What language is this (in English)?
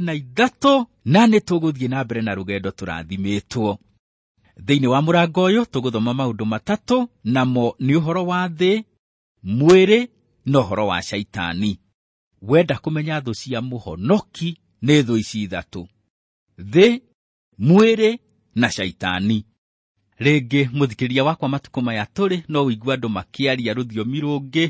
Kikuyu